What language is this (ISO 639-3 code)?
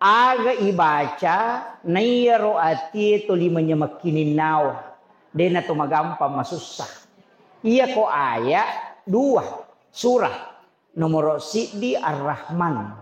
bug